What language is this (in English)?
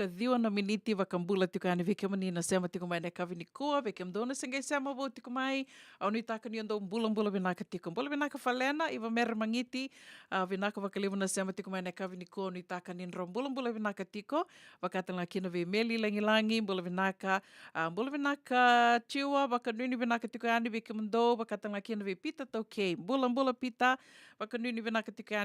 Fijian